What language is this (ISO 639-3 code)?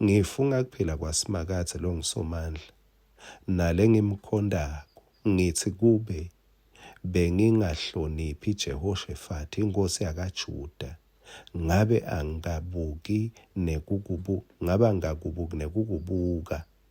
ssw